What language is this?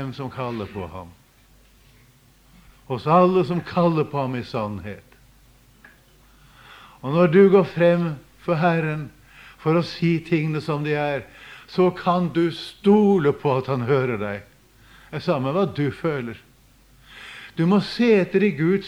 Norwegian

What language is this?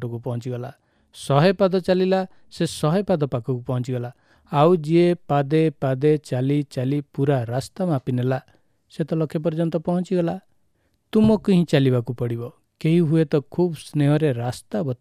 Odia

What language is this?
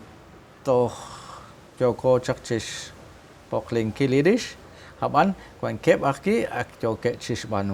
Kekchí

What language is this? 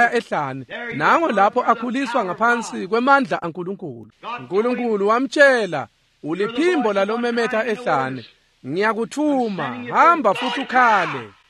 Swati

